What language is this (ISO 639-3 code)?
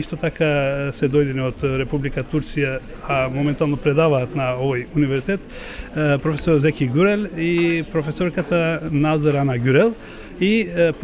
mkd